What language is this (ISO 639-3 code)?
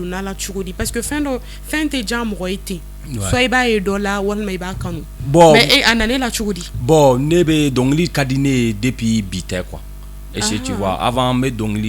bam